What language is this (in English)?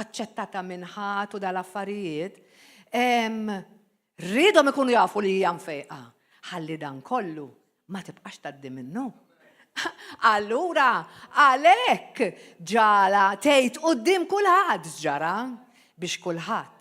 Maltese